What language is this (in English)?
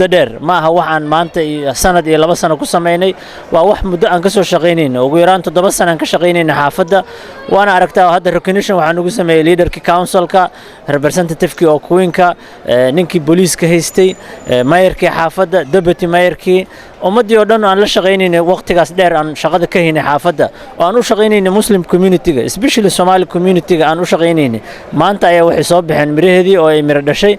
Somali